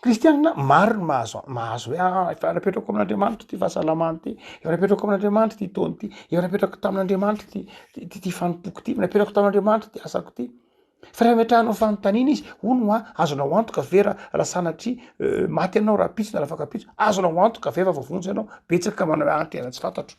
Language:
Malagasy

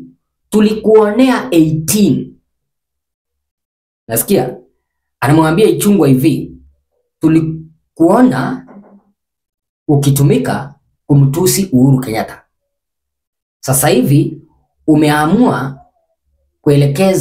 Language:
Swahili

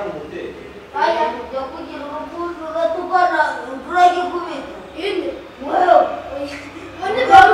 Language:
Kinyarwanda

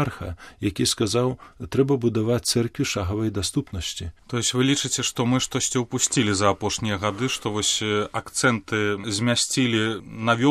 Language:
Belarusian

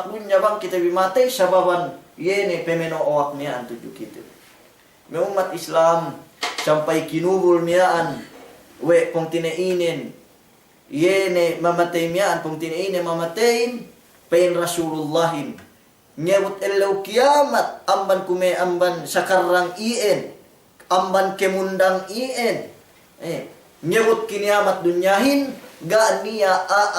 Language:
Yakan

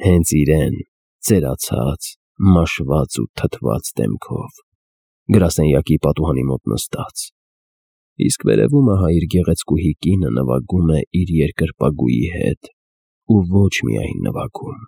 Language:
Armenian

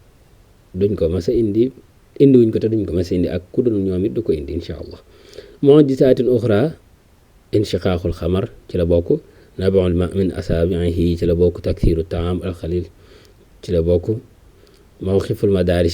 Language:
Wolof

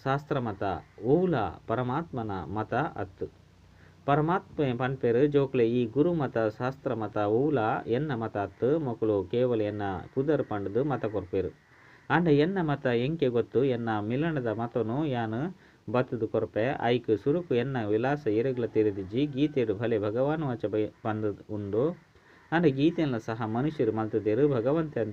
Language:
Tulu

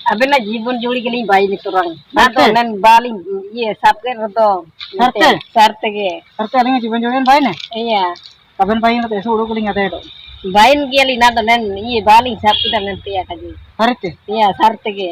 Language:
Ho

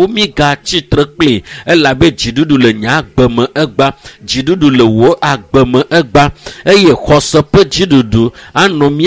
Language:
Ewe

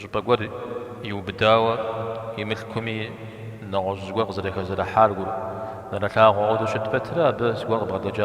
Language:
Kabardian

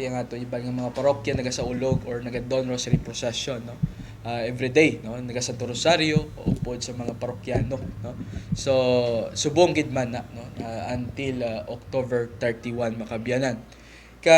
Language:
Hiligaynon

